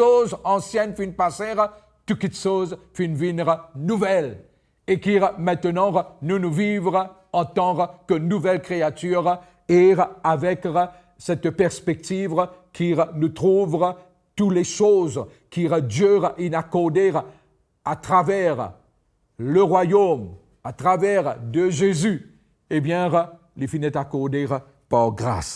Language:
Morisyen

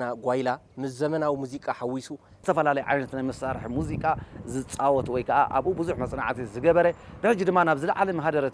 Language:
Tigrinya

